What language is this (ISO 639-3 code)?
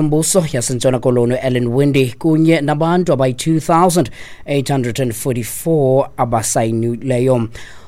xho